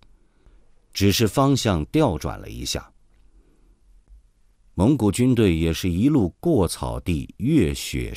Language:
Chinese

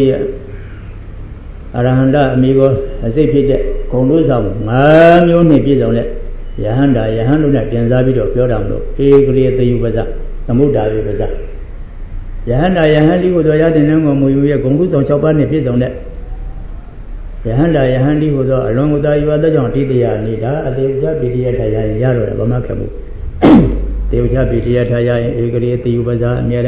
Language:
Burmese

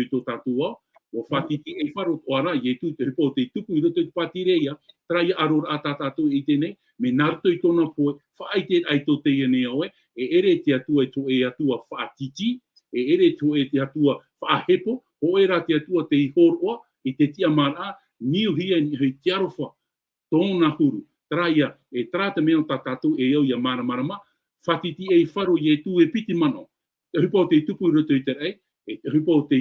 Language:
Tahitian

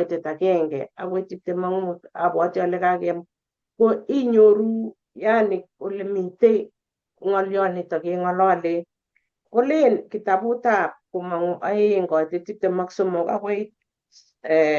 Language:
Kalenjin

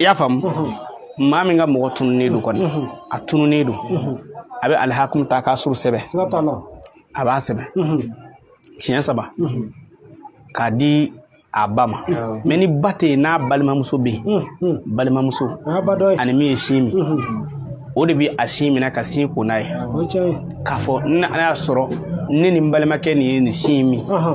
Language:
Bambara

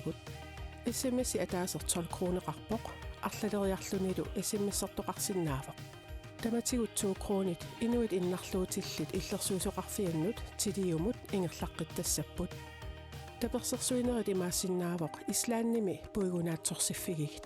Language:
Kalaallisut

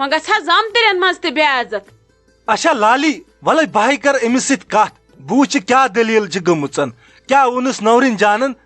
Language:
Kashmiri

